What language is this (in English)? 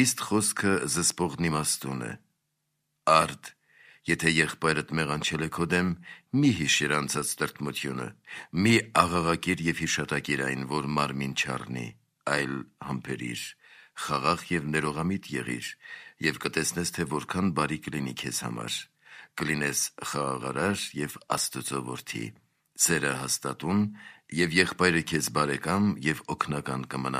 Armenian